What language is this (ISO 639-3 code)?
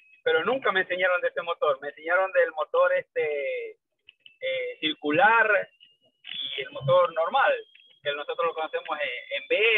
spa